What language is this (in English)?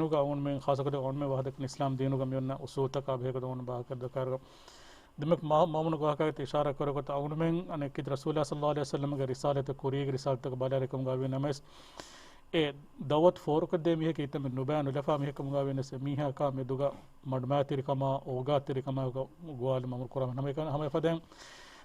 Divehi